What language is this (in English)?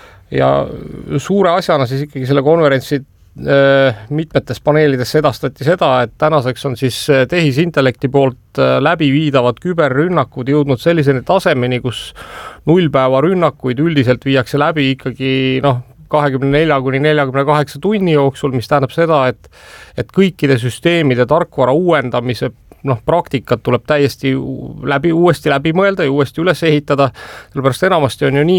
Estonian